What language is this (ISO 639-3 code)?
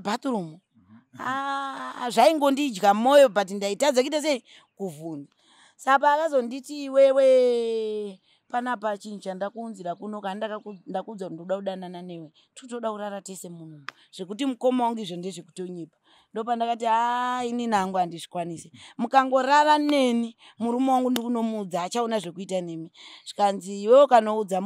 sna